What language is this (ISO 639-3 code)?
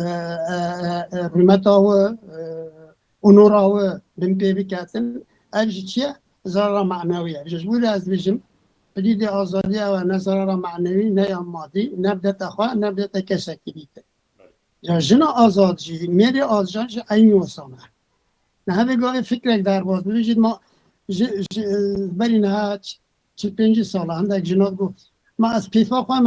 kur